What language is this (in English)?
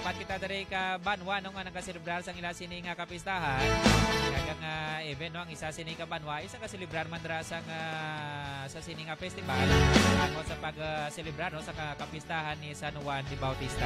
Hiligaynon